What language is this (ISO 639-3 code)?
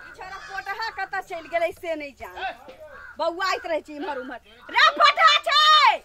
mai